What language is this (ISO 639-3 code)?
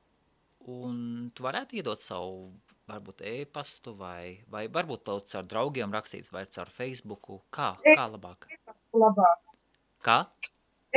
lav